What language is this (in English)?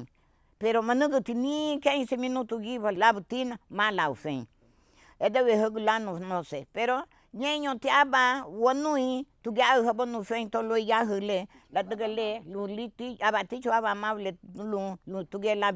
Garifuna